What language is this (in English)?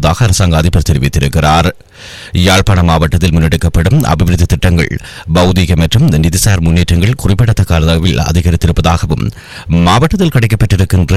Tamil